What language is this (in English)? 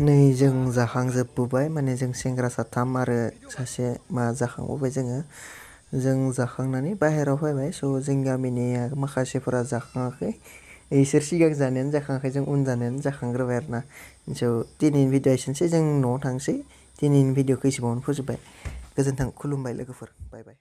Bodo